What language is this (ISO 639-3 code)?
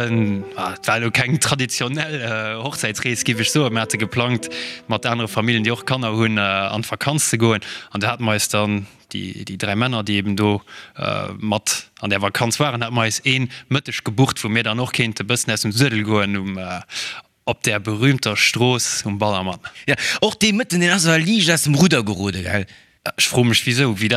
ltz